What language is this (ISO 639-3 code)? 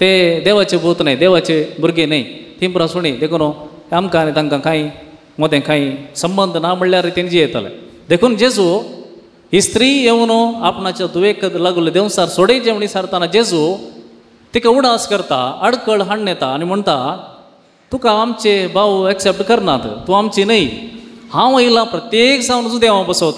kok